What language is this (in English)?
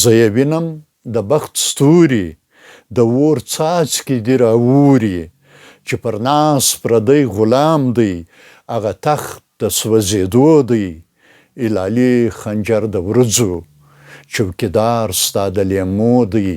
Pashto